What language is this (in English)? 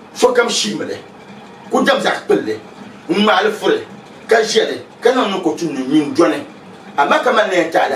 Dagbani